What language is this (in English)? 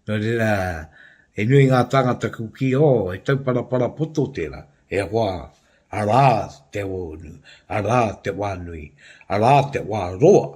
Māori